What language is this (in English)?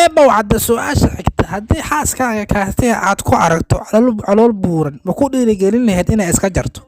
Somali